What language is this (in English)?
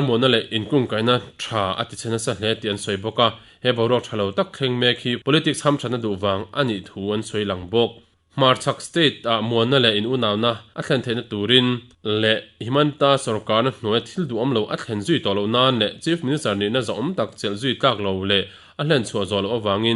Mizo